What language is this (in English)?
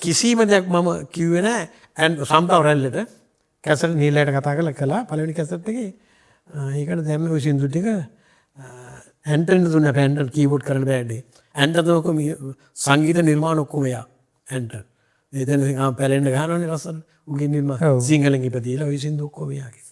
Sinhala